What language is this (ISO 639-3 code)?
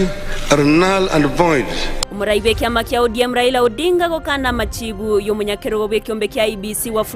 guz